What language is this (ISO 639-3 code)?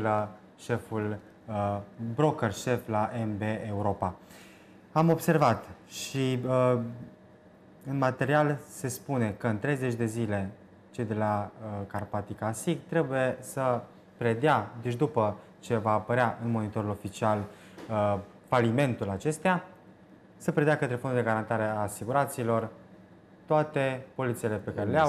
ron